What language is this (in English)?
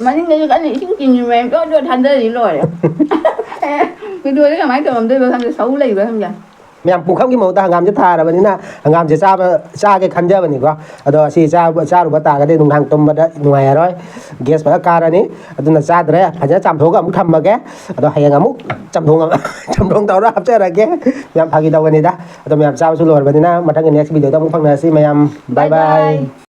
Manipuri